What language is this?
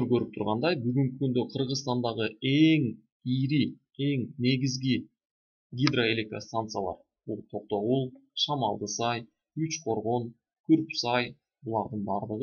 Kyrgyz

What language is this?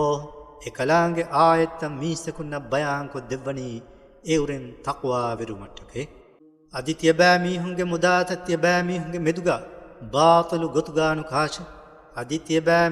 Divehi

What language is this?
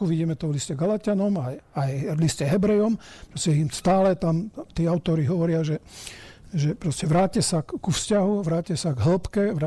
Slovak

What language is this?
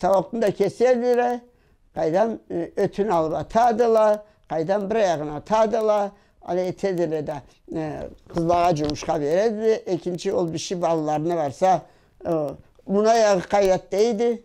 Karachay-Balkar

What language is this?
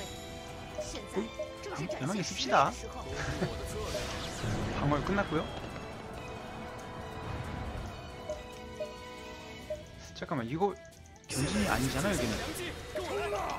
Korean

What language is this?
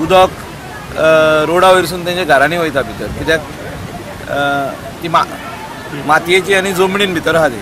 Konkani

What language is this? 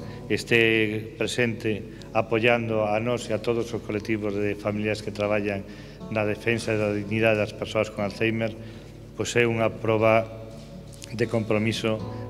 Galician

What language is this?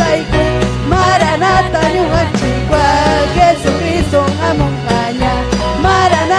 Ayacucho Quechua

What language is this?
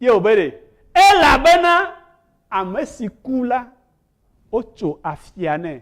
Ewe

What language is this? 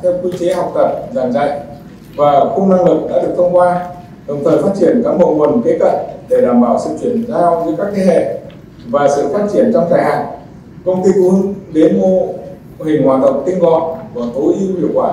Vietnamese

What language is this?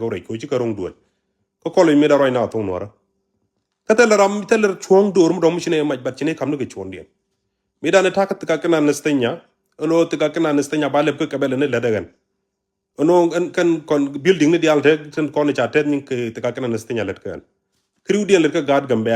Nuer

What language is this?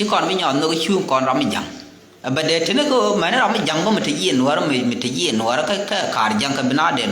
Nuer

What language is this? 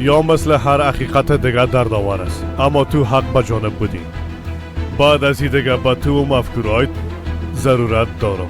Persian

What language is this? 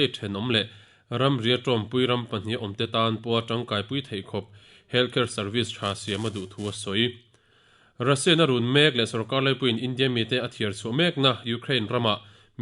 Mizo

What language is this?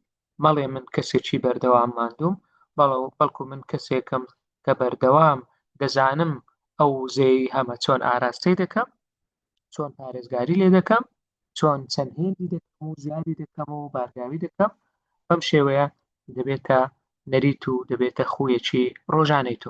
Central Kurdish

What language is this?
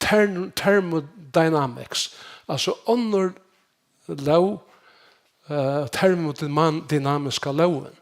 Faroese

